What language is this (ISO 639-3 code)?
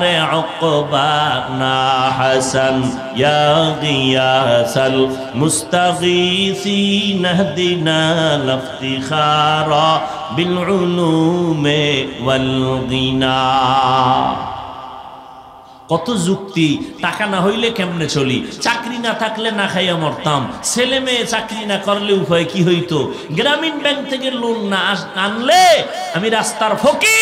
ben